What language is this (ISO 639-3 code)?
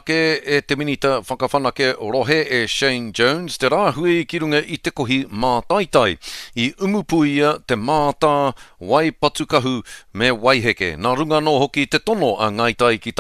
mri